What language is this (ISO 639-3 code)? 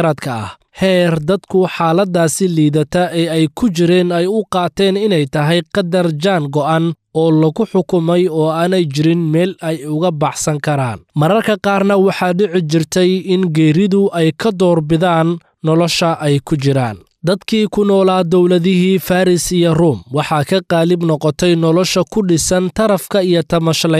som